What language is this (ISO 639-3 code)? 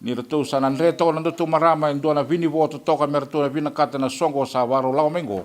fij